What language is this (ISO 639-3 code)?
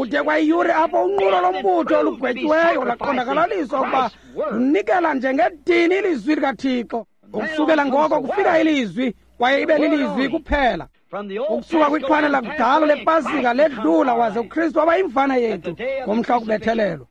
xho